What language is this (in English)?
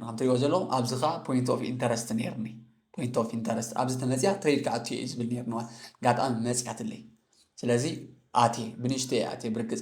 Tigrinya